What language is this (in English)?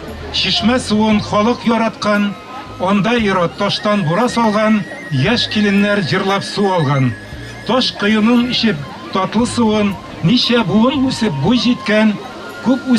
Bashkir